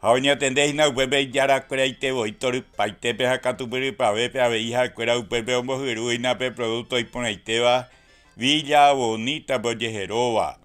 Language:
Guarani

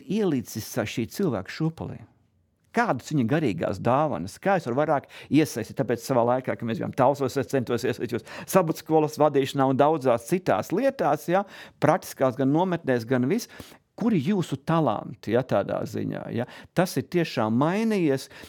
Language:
Latvian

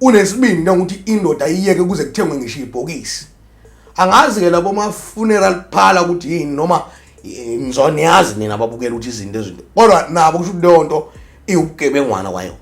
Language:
Zulu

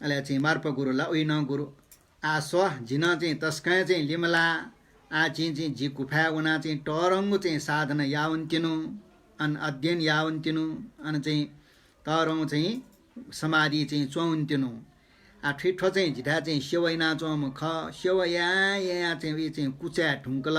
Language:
Newari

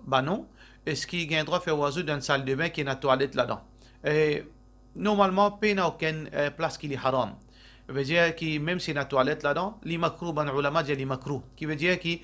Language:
Morisyen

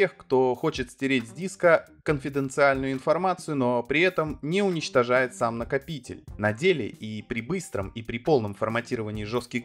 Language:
Russian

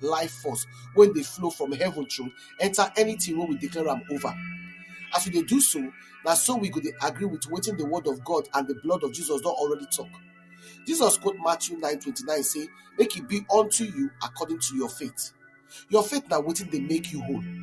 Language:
Nigerian Pidgin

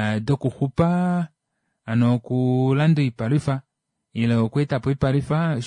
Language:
Kuanyama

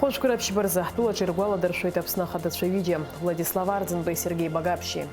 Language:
Abkhazian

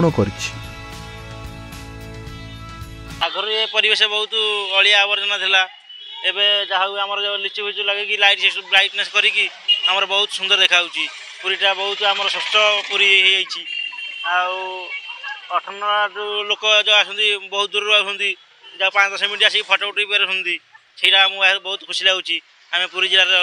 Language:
Odia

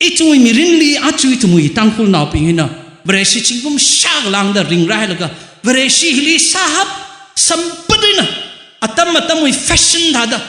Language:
Tangkhul Naga (India)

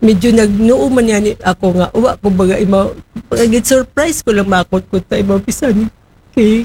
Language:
Aklanon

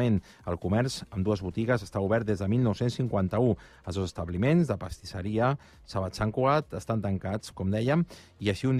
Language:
Catalan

